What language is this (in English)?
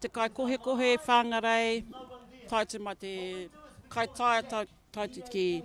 Māori